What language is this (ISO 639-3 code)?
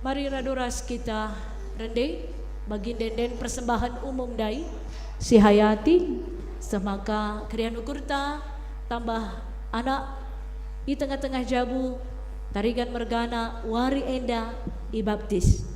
btx